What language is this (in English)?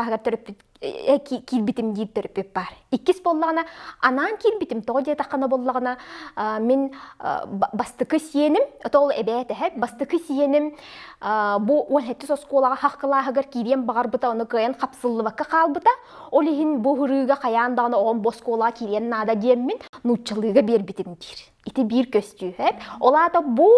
Yakut